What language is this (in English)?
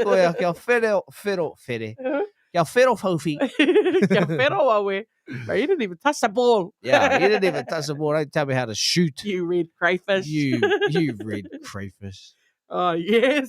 Māori